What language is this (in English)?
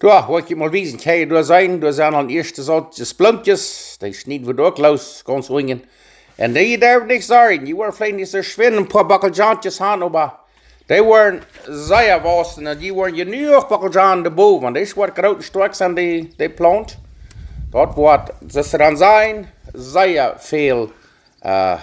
Plautdietsch